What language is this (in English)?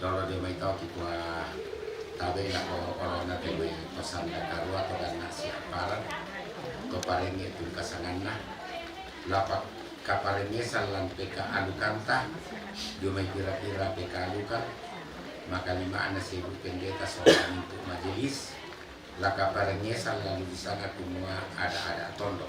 Toraja-Sa'dan